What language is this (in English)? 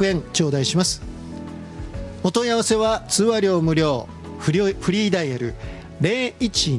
Japanese